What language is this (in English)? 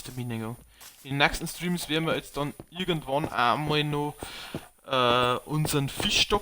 Bavarian